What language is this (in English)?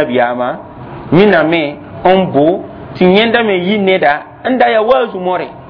Mossi